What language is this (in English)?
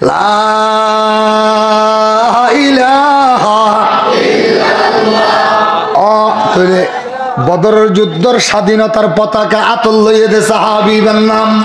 Rohingya